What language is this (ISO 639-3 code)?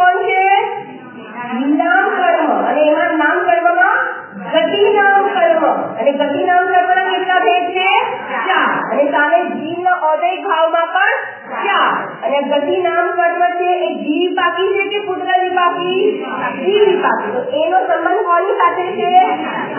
guj